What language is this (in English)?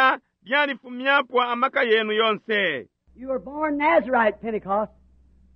Bemba